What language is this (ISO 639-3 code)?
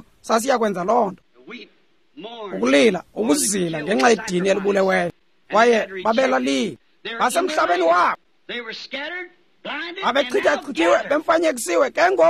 xho